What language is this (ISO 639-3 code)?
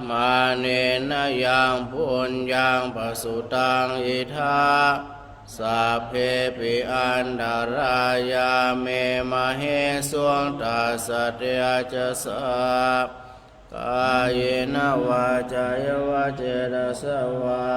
pli